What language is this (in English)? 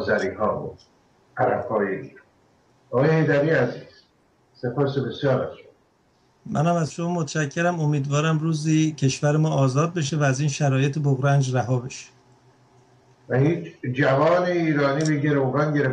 Persian